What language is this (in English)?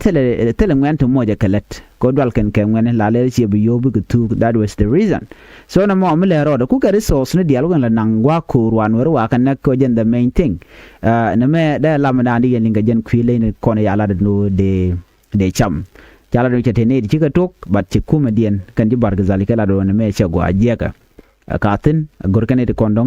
Nuer